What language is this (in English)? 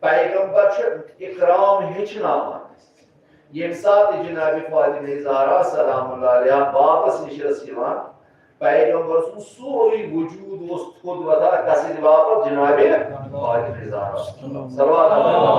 Kashmiri